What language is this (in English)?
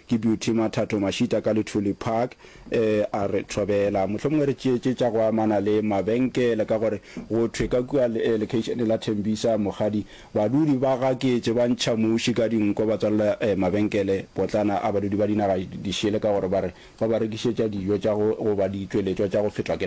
Northern Sotho